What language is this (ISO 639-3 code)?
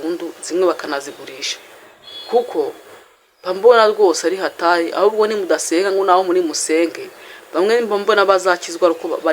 kin